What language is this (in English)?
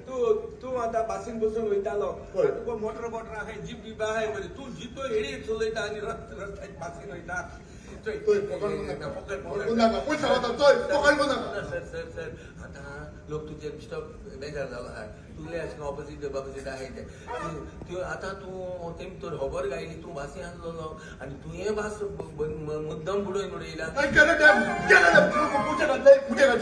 Konkani